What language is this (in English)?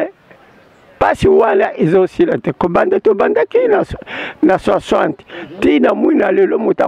Lingala